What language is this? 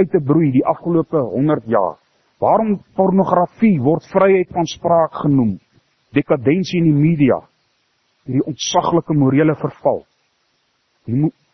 Afrikaans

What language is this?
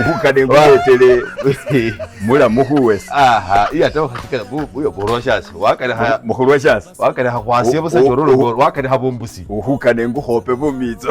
Masaaba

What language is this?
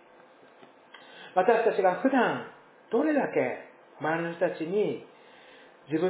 Japanese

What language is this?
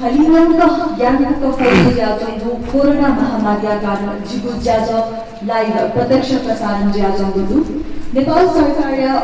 Newari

